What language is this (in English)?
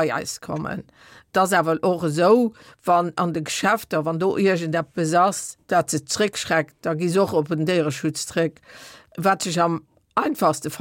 Luxembourgish